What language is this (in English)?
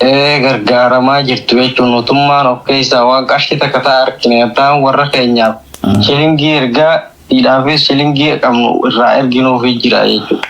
Oromo